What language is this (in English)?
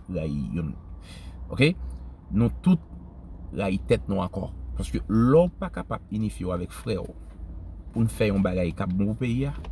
Haitian Creole